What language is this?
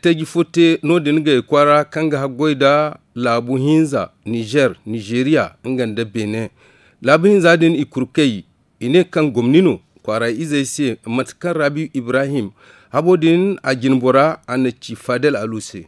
Zarma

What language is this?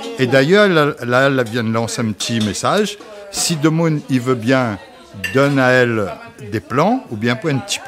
Réunion Creole French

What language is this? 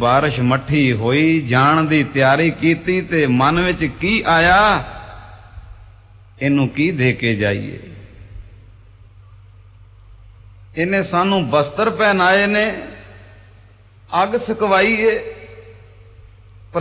Punjabi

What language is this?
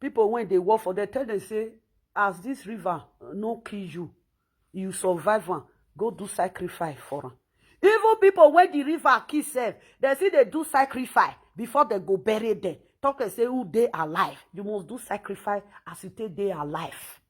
Nigerian Pidgin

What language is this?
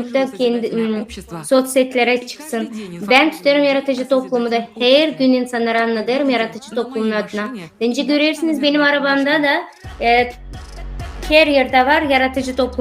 Gagauz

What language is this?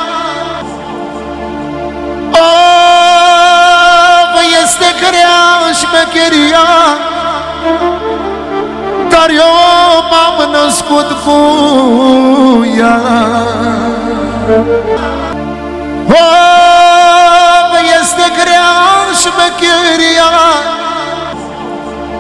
Romanian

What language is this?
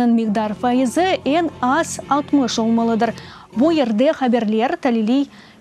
Crimean Tatar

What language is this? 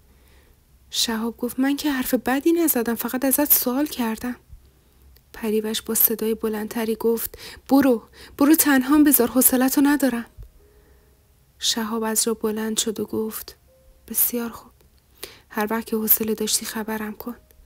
Persian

